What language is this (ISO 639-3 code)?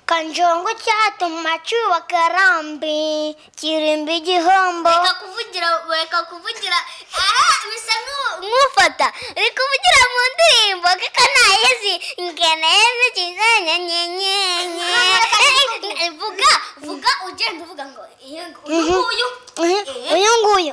kin